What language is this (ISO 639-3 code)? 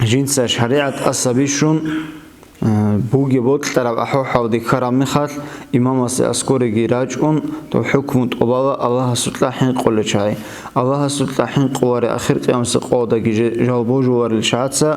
ava